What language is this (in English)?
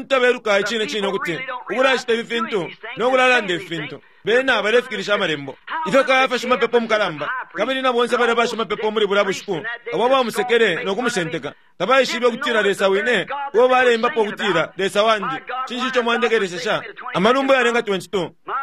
Bemba